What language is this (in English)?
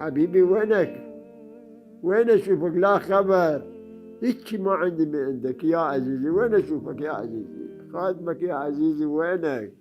Mesopotamian Arabic